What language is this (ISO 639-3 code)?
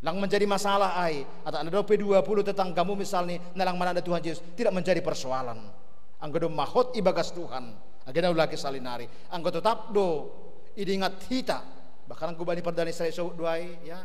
bts